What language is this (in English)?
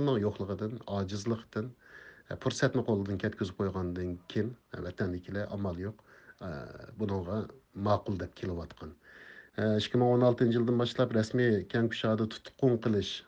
Uyghur